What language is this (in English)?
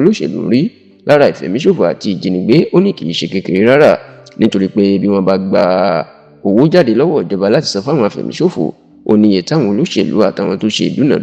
Yoruba